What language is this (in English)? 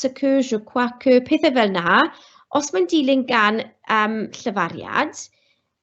Welsh